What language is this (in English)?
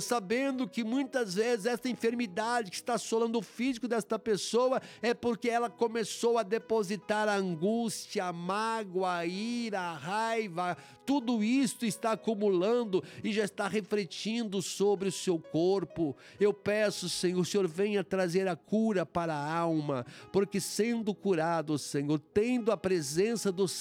Portuguese